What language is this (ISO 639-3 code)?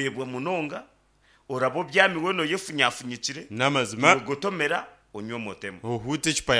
nyn